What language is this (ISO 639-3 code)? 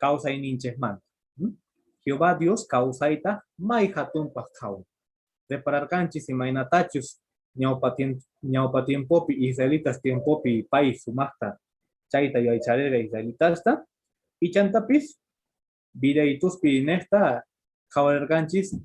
que